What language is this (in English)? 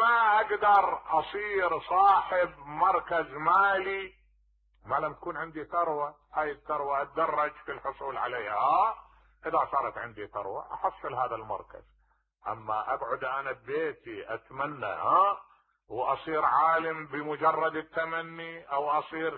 Mesopotamian Arabic